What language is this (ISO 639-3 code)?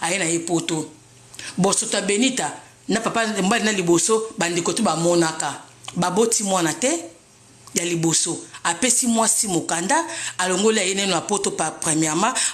lin